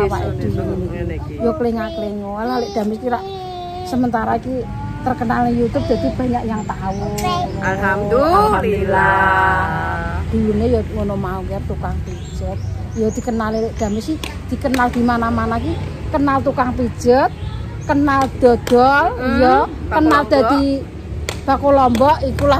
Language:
Javanese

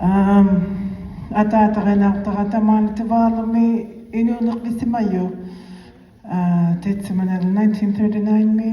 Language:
Inuktitut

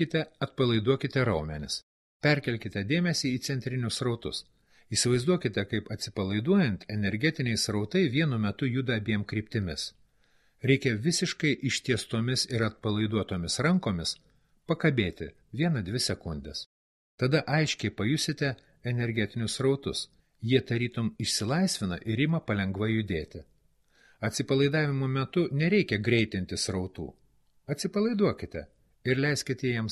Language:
Lithuanian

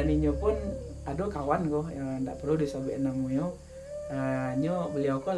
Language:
Minangkabau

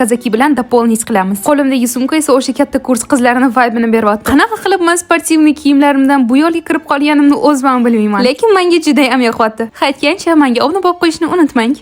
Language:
Uzbek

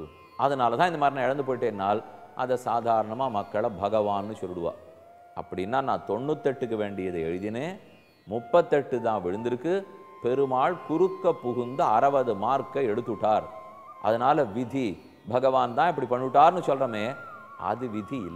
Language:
Tamil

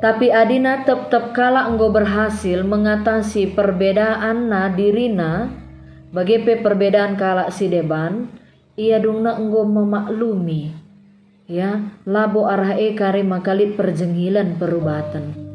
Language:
Batak Karo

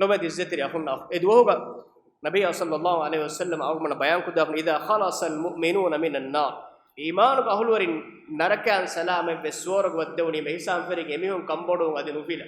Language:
Divehi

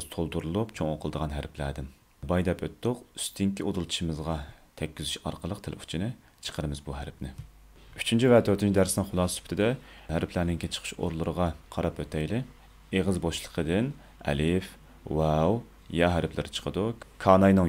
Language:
Uyghur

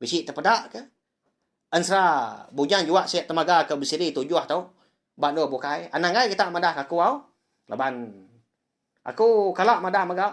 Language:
Iban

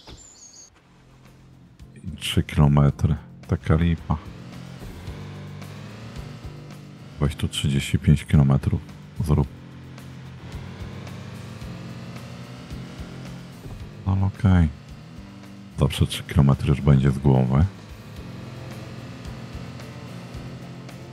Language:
Polish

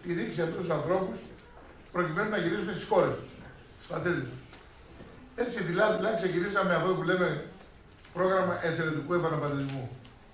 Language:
Greek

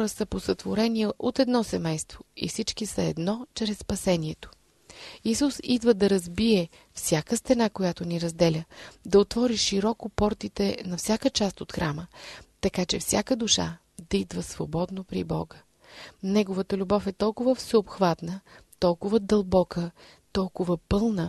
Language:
Bulgarian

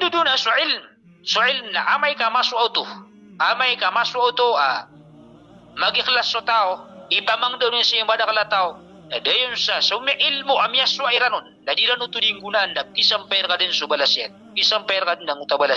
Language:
Maranao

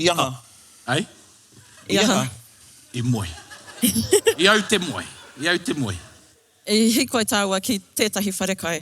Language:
Māori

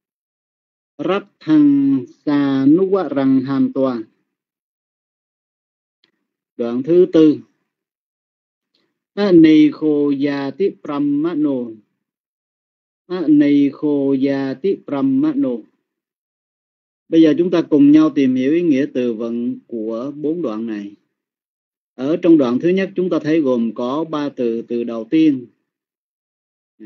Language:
Vietnamese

